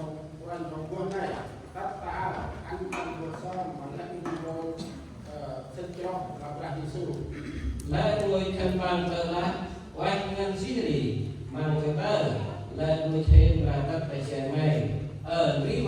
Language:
Central Mnong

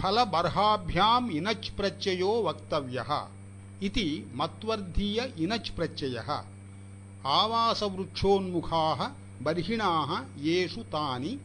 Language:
Sanskrit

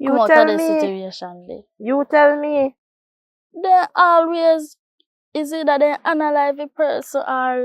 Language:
Jamaican Creole English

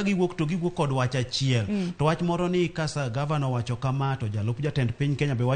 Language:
Luo (Kenya and Tanzania)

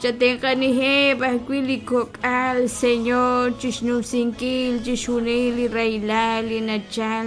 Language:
Kekchí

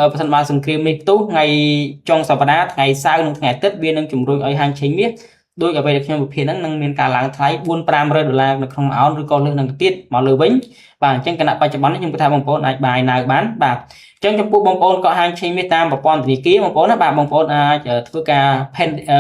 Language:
Khmer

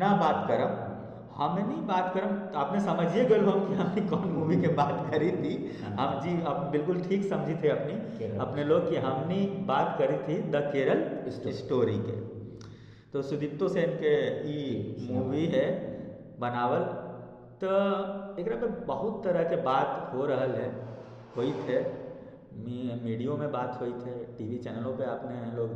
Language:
Magahi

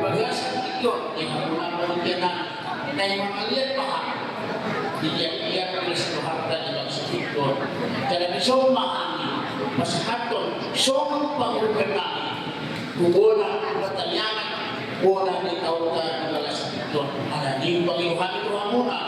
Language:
Batak Toba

